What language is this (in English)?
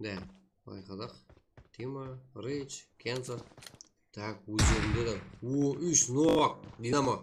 Kara-Kalpak